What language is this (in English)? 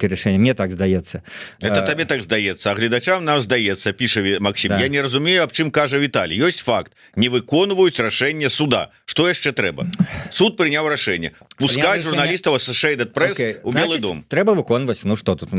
Belarusian